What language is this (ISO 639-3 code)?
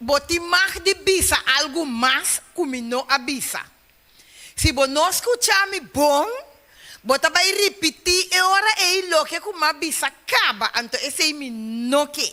pap